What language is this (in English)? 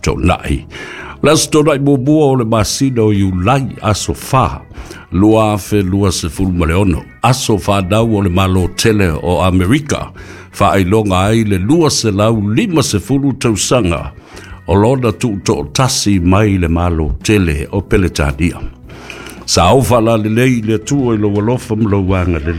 Samoan